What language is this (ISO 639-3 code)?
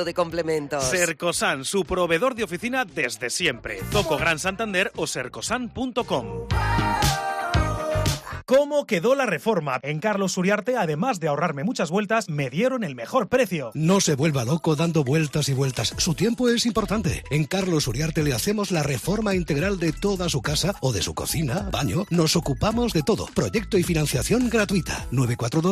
spa